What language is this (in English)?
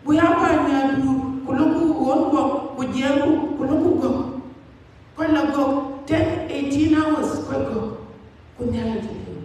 Dinka